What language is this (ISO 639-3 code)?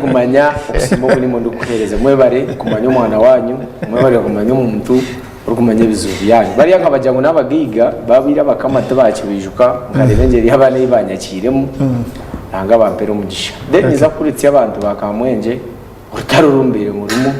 nyn